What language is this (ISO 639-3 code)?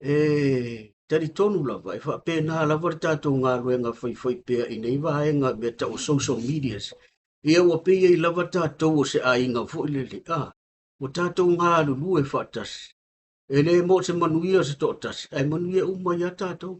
smo